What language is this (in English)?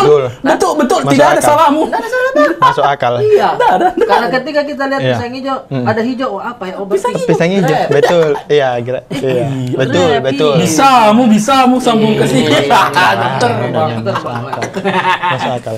Makassar Malay